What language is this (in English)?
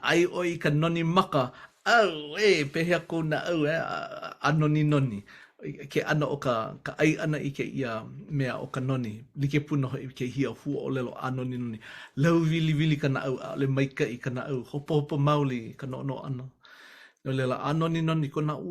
Hawaiian